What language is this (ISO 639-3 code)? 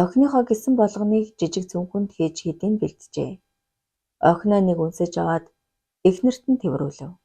mon